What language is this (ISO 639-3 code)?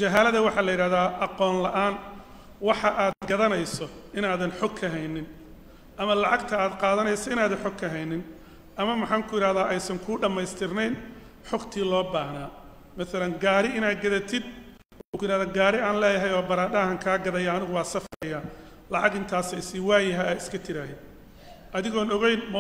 som